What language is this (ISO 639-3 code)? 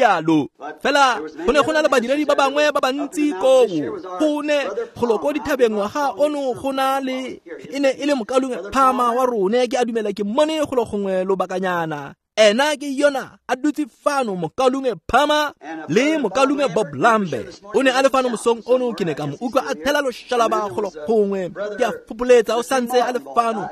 tsn